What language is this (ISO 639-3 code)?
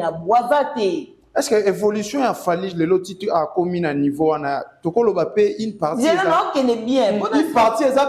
lin